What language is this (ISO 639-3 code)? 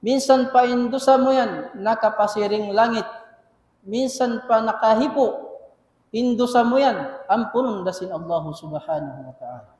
tsg